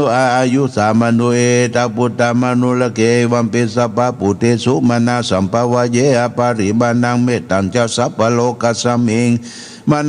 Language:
Pali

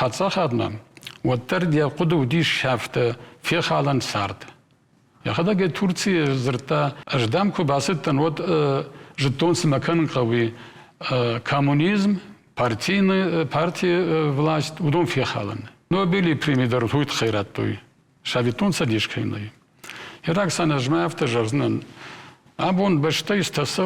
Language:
Ossetic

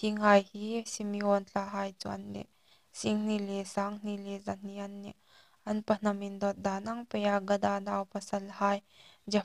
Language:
Hmar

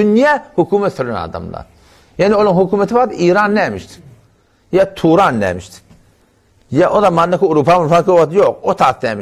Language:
Turkmen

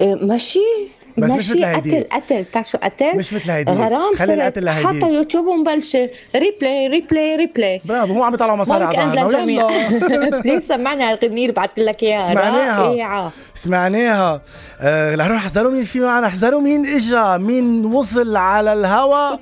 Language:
North Levantine Arabic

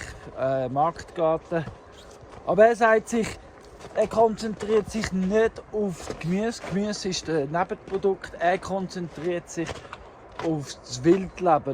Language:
Swiss German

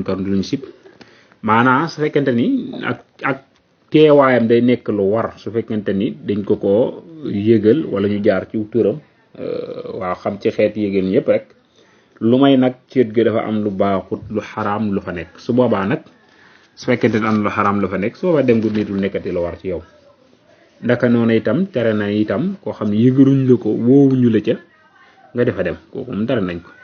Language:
Wolof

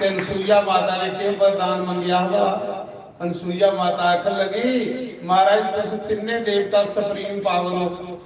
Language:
Dogri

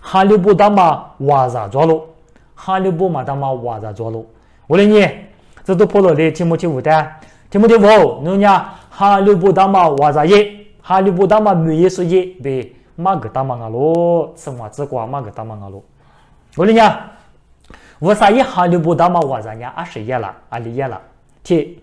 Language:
Lisu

